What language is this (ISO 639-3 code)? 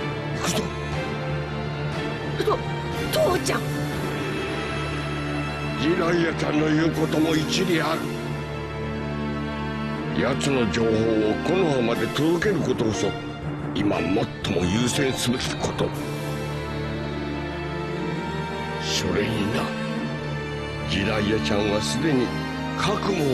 jpn